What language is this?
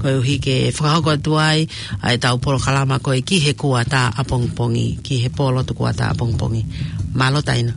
Tongan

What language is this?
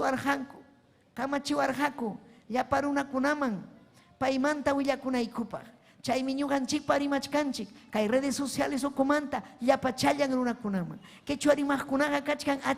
Ayacucho Quechua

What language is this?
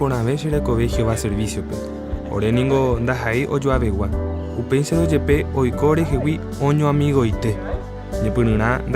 Guarani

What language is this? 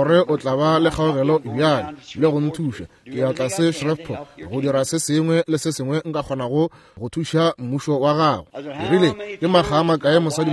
Northern Sotho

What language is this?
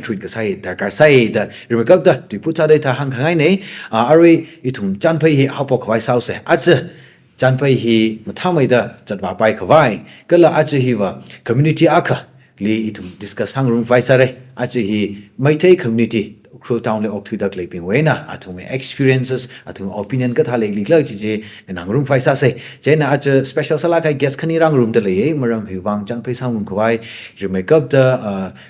Tangkhul Naga (India)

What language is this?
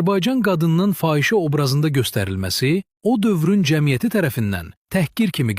Azerbaijani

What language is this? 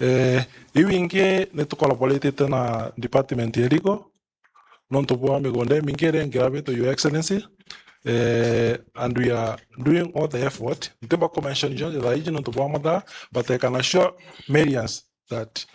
Meru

